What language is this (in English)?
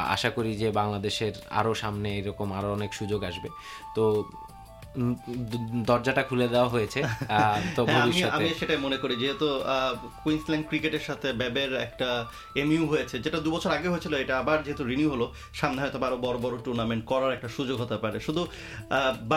Bangla